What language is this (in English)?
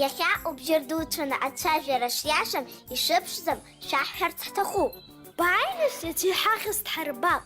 Abkhazian